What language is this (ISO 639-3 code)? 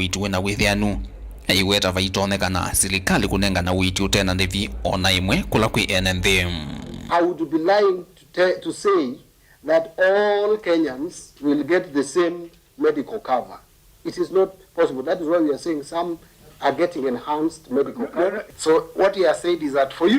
kam